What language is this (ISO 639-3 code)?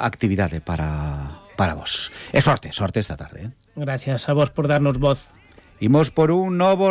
glg